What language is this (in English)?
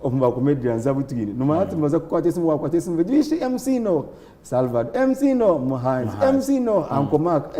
Nyankole